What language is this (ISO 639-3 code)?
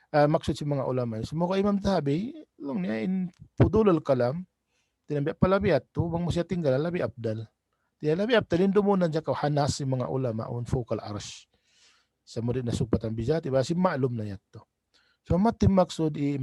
tsg